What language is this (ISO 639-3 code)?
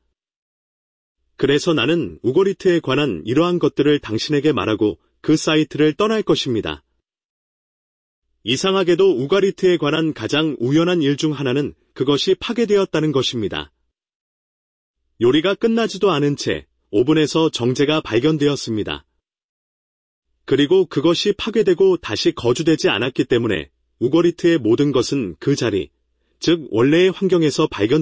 kor